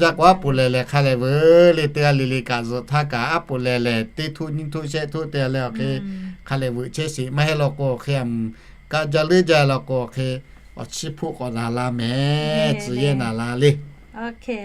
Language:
Lahu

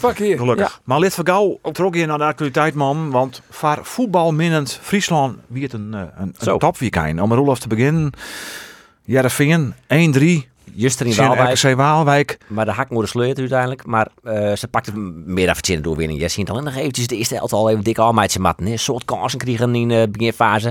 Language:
Western Frisian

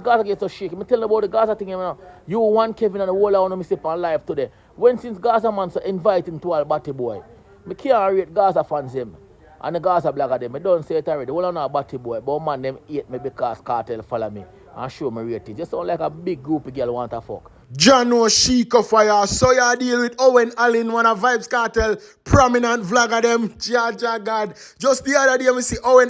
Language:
Jamaican Creole English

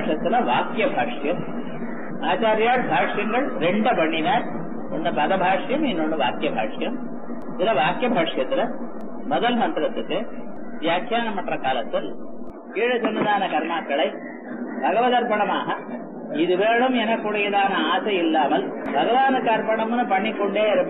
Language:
Tamil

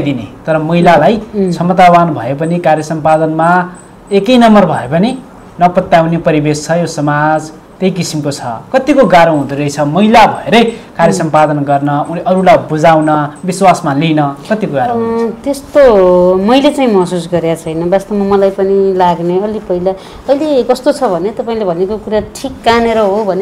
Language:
Nepali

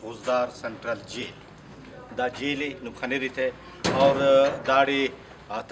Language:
Brahui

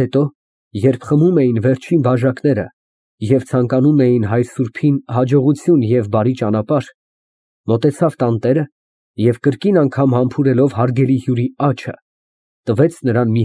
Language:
Armenian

